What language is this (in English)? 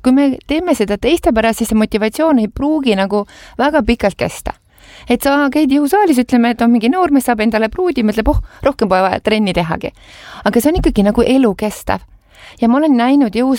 Estonian